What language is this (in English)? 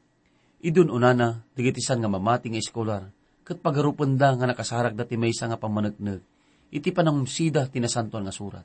Iloko